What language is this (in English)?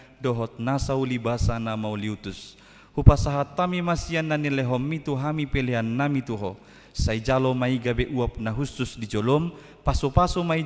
Batak Toba